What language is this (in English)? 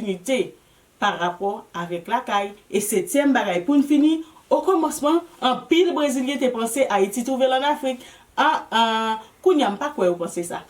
Haitian Creole